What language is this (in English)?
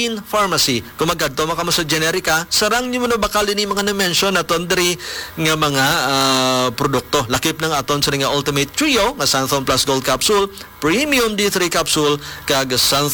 Hiligaynon